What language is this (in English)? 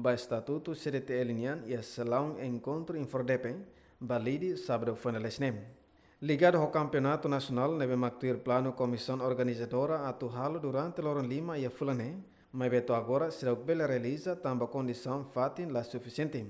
Tetum